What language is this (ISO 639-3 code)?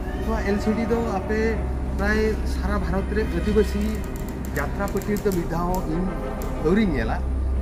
sat